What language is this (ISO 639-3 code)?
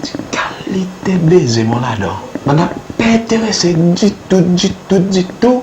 crs